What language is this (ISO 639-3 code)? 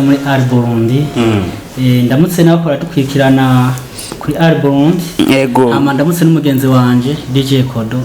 run